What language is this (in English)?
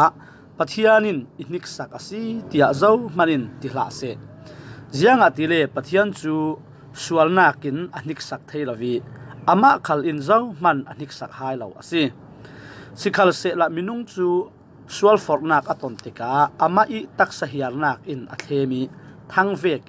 Falam Chin